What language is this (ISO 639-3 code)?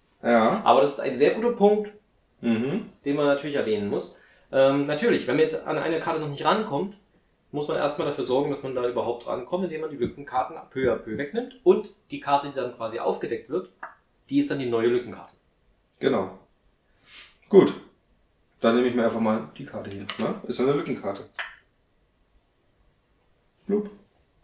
deu